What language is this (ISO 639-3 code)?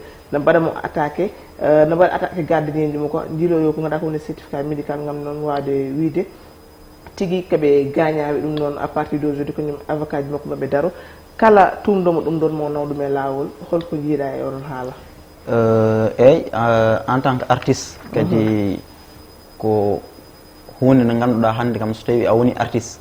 ful